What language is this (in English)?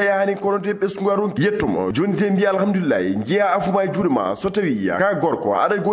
Fula